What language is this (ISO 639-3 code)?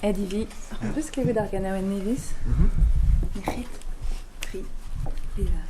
bre